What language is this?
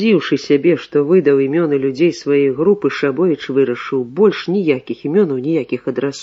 Belarusian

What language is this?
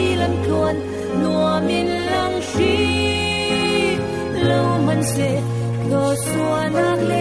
Falam Chin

